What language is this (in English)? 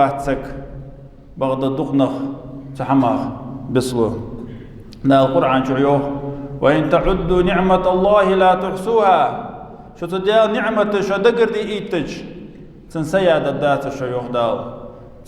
Ingush